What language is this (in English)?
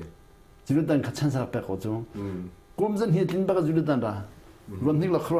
Hakha Chin